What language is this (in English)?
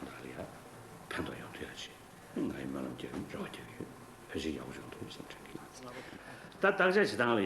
Tibetan